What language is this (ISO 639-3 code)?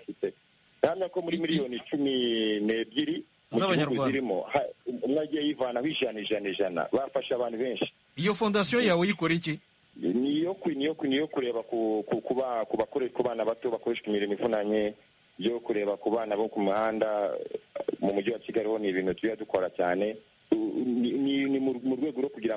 kin